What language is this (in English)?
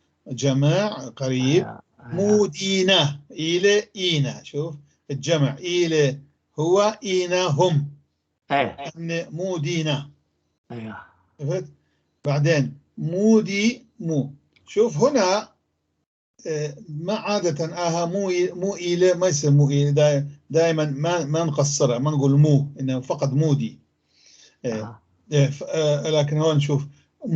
North Levantine Arabic